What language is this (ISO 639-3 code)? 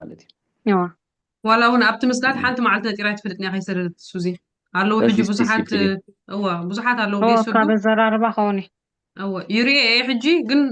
tir